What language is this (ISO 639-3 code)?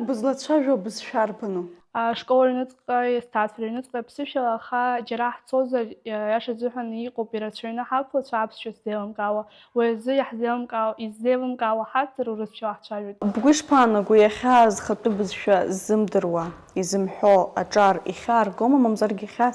abk